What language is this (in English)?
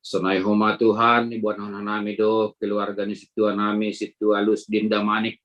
Batak Simalungun